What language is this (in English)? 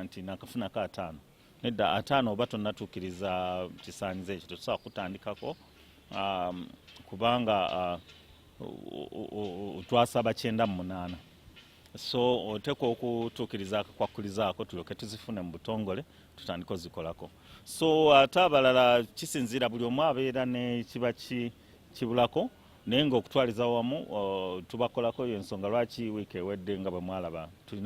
Ganda